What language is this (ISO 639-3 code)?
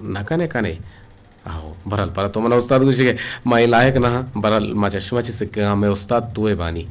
bgp